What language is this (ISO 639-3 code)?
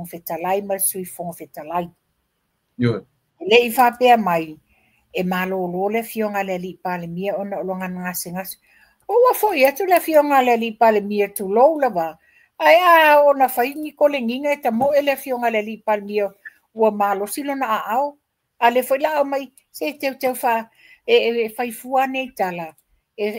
smo